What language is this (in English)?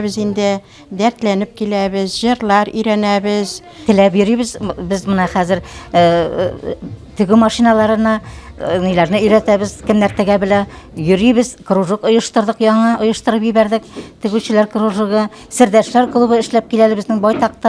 Bashkir